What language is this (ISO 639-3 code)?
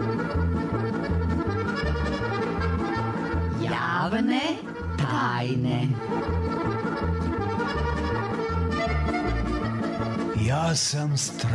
hrv